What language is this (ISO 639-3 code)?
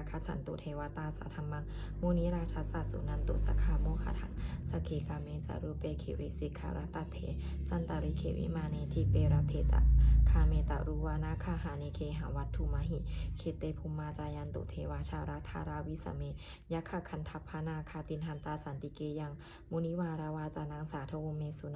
pli